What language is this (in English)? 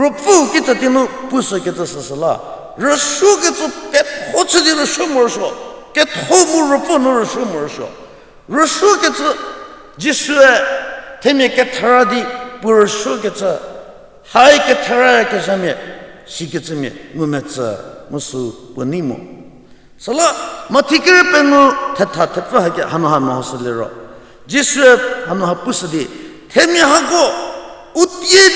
Angami Naga